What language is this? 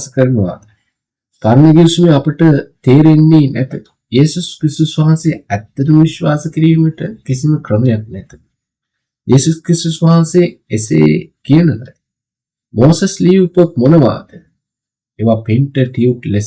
Sinhala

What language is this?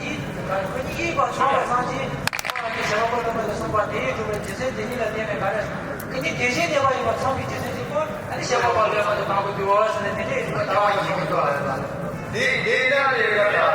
Tibetan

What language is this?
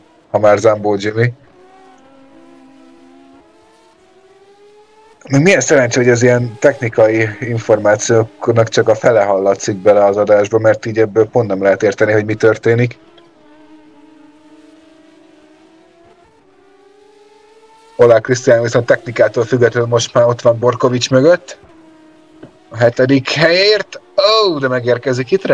Hungarian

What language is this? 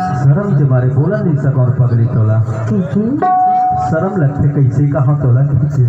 Chhattisgarhi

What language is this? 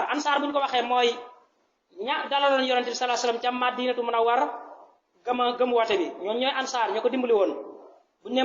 Wolof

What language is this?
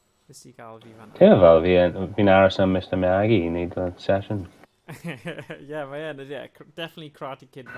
Welsh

